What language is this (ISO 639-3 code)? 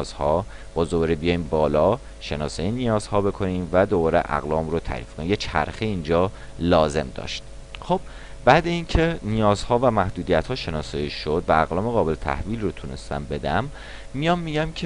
fas